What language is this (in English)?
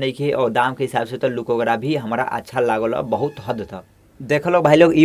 Bhojpuri